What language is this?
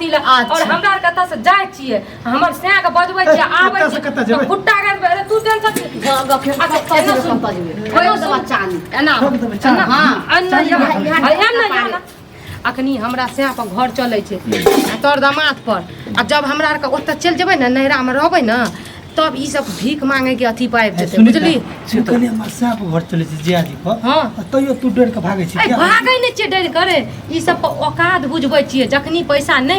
Maithili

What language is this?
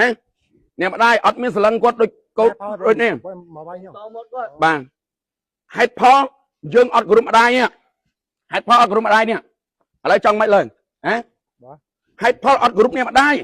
Khmer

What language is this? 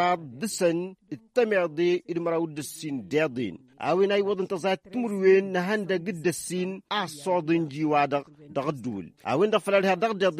Tamasheq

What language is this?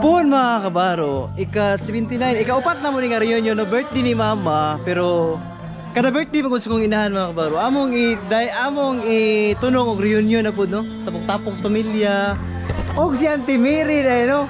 Cebuano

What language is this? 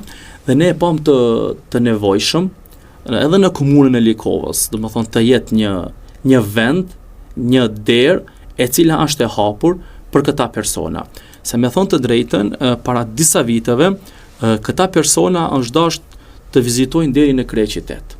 Albanian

